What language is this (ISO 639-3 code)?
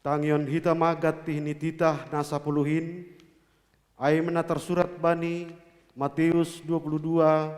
bts